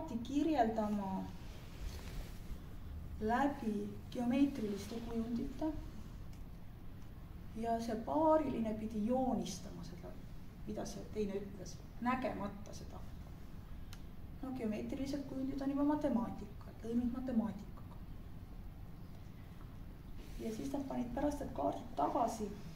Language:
Estonian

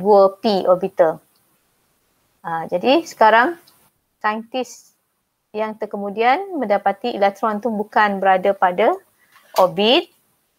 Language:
Malay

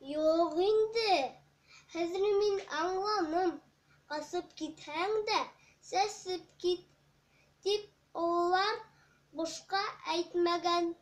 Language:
Bashkir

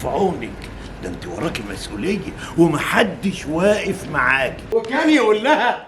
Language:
Egyptian Arabic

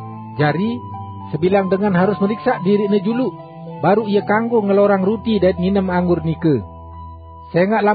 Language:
Sasak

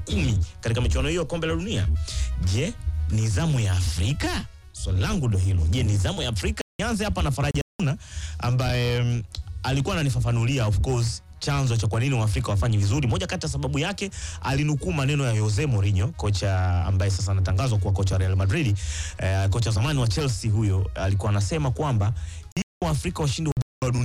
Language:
Swahili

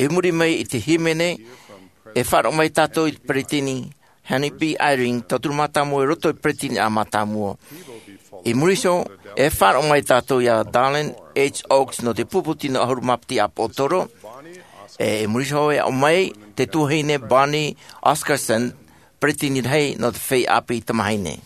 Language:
Tahitian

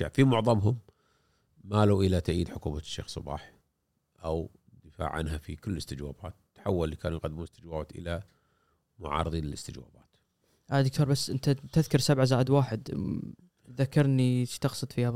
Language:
Gulf Arabic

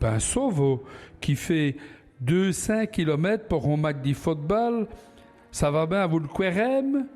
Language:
Walloon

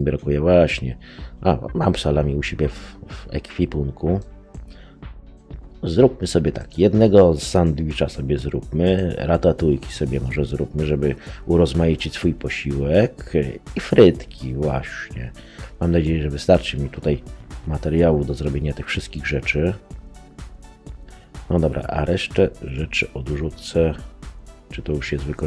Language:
Polish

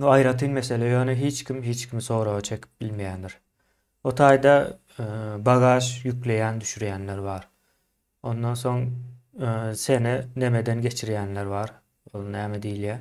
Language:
Turkmen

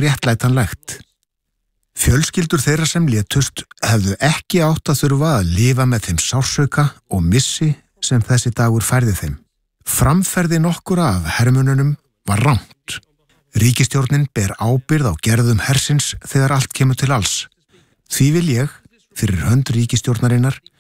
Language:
Icelandic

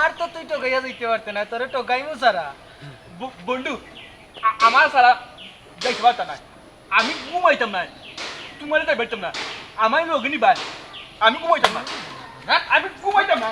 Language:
Sylheti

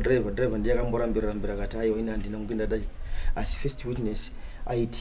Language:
Shona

